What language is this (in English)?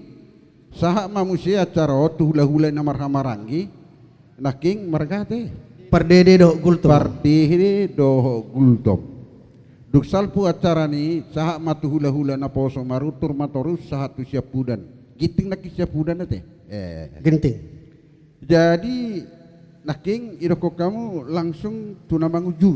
Batak Toba